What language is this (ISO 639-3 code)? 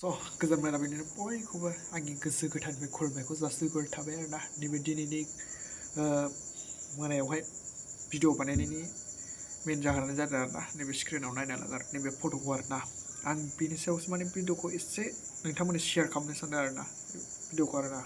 brx